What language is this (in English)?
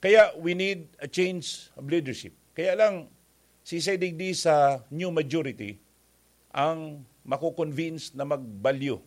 Bikol